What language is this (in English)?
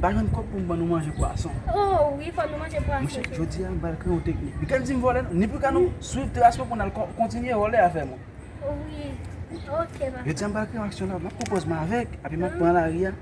Haitian Creole